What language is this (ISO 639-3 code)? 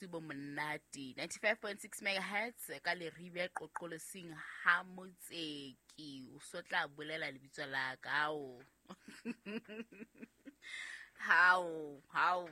sot